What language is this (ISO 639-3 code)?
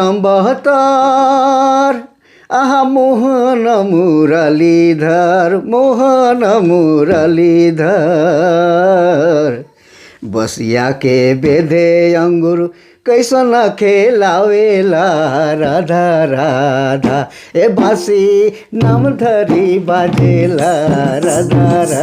sck